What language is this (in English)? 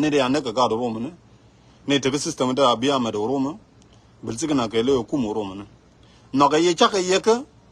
Nuer